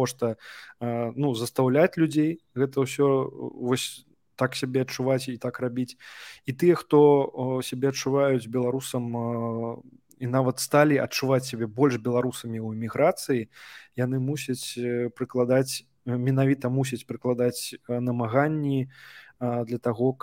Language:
Belarusian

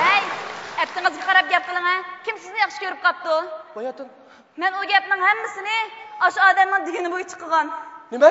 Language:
Uyghur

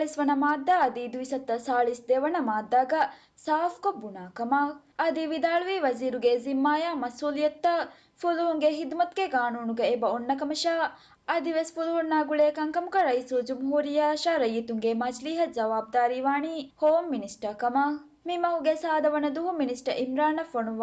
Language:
Divehi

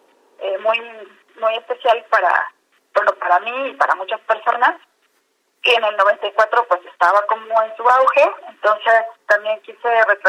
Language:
Spanish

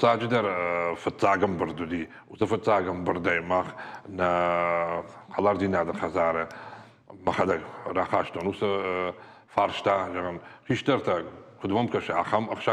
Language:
Ossetic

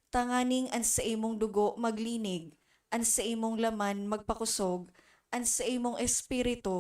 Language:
Bikol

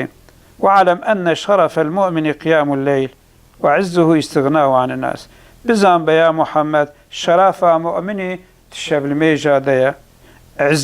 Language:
Kurdish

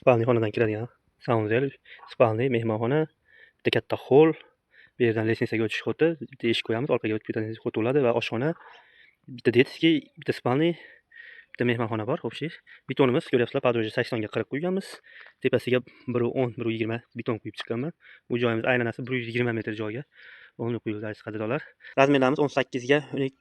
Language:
Uzbek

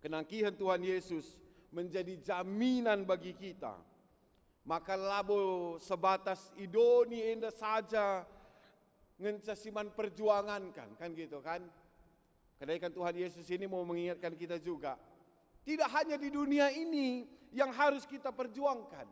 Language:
Batak Karo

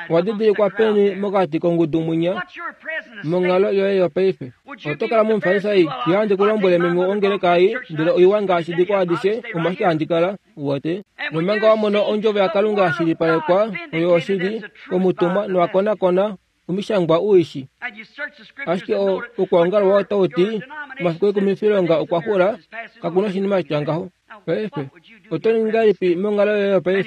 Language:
Kuanyama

